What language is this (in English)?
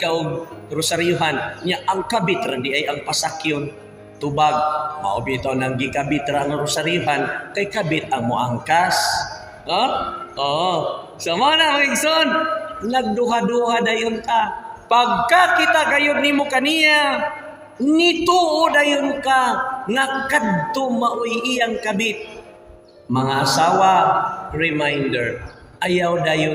Cebuano